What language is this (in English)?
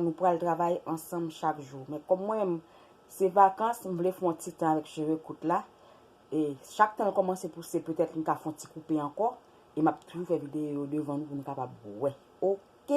Haitian Creole